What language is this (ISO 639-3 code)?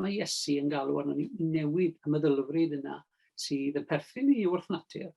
cym